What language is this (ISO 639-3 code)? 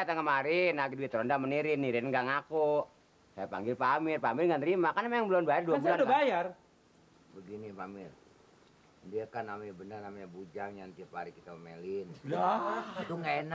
bew